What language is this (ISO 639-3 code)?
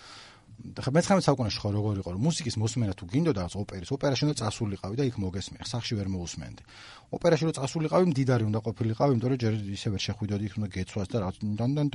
kat